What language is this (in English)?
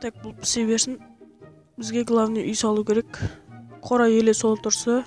Kara-Kalpak